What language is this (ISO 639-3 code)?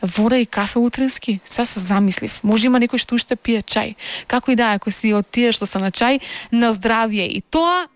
mkd